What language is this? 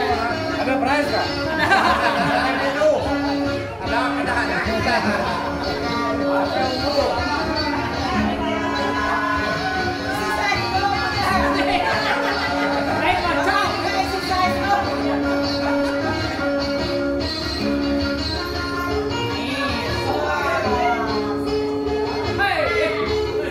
Malay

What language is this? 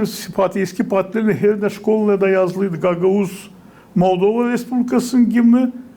Gagauz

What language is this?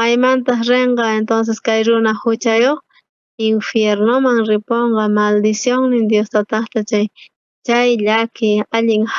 South Bolivian Quechua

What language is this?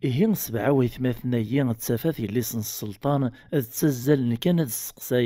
Kabyle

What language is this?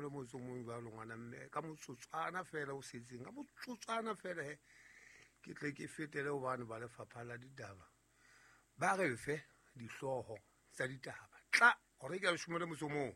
Southern Sotho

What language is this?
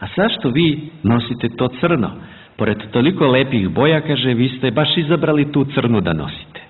Serbian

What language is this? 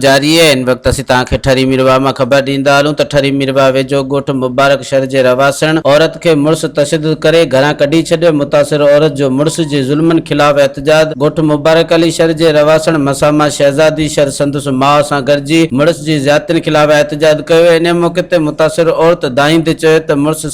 Sindhi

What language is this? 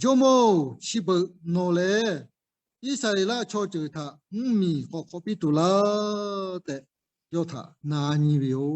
Lahu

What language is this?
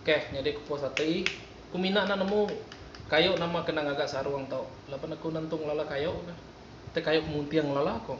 Iban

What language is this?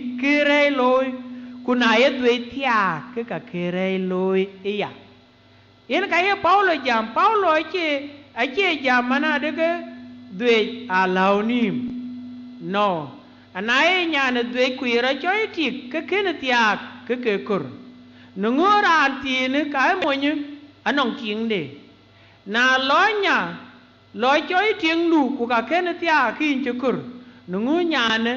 Dinka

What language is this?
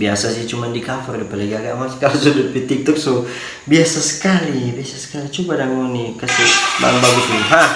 Manado Malay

